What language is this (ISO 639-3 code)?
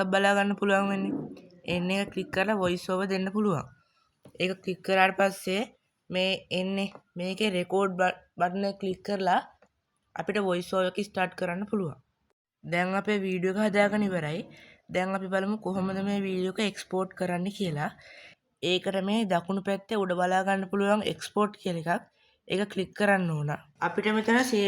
sin